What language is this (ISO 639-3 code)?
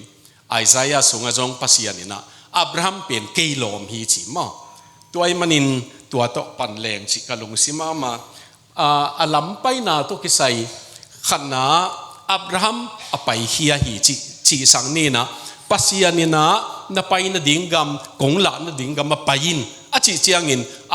ctd